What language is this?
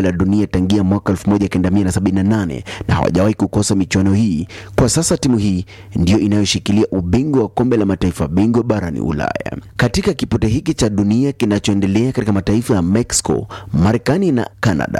Swahili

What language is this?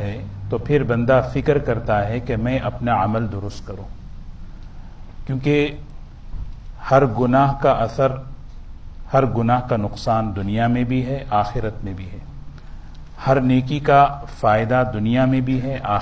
Urdu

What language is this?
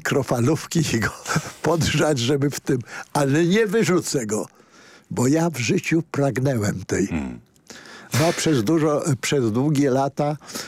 Polish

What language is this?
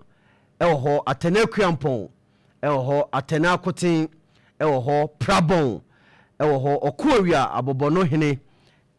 Akan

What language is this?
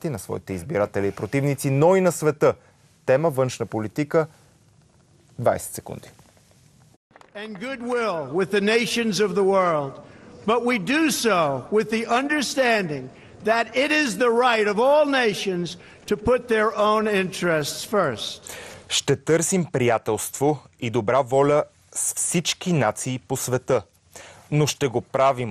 Bulgarian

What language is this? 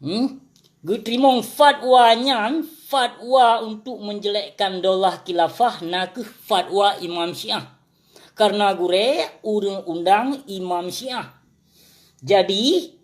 Achinese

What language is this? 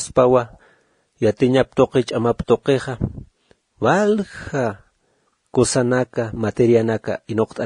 Aymara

